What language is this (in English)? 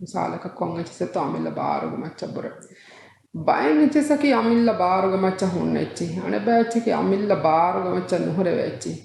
Divehi